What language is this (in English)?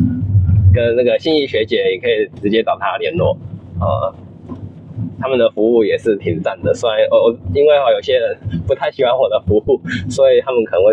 Chinese